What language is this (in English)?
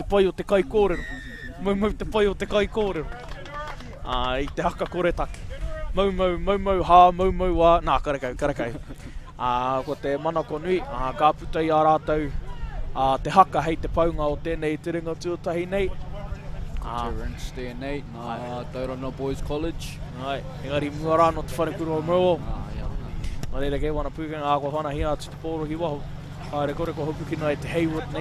Māori